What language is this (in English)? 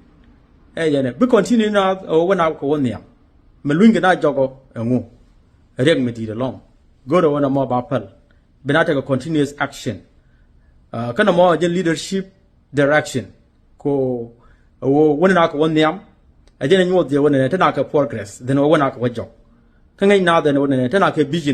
Nuer